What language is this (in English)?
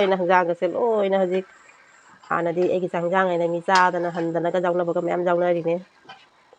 Manipuri